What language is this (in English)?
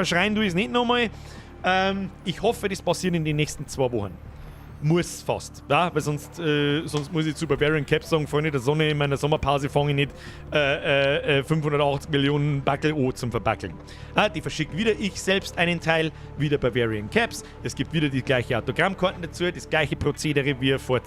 Bavarian